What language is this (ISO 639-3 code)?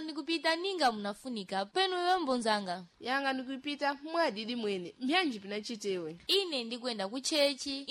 seh